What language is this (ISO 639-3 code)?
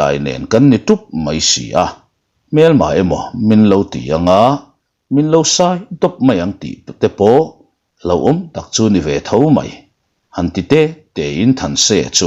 lus